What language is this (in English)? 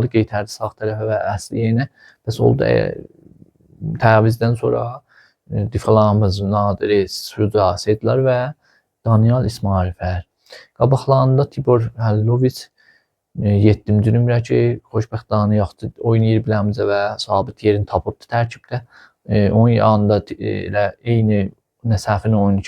Azerbaijani